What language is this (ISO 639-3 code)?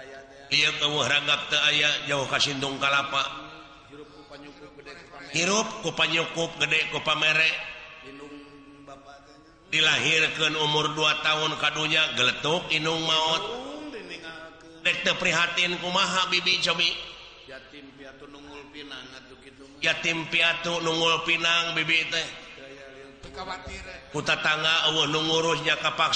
sun